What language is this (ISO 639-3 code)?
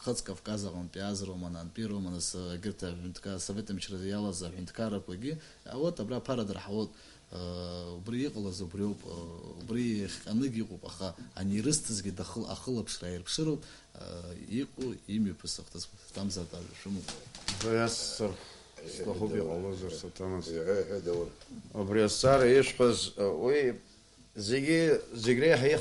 abk